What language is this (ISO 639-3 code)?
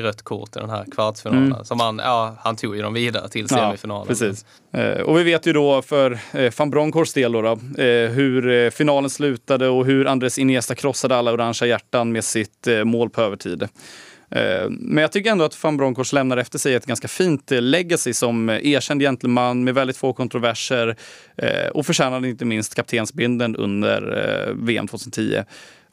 swe